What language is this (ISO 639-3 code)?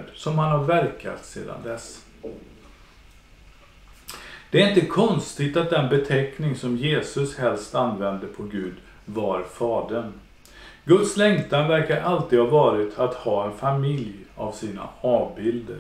swe